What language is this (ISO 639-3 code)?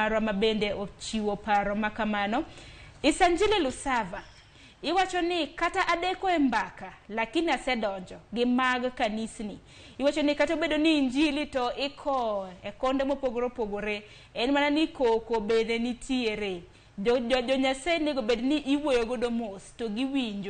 luo